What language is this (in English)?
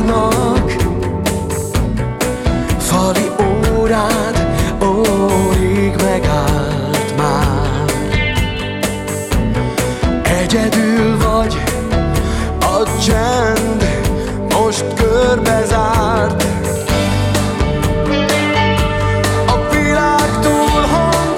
Hungarian